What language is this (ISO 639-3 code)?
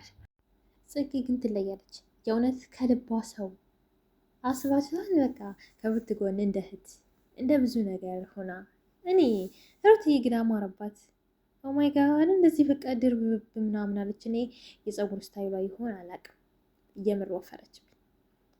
amh